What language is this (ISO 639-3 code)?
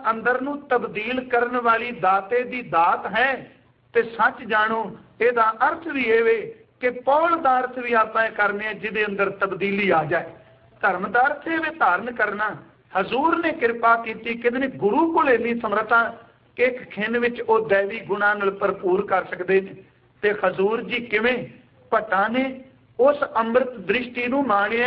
pan